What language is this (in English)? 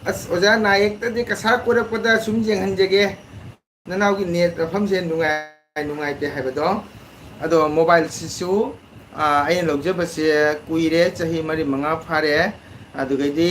Manipuri